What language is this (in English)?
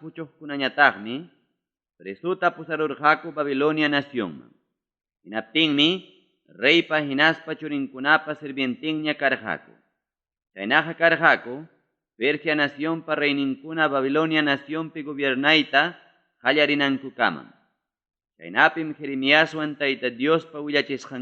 Ayacucho Quechua